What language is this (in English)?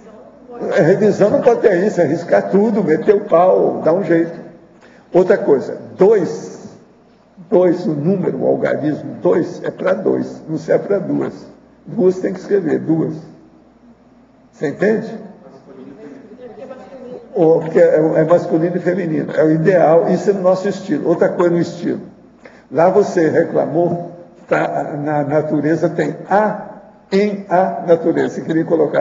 Portuguese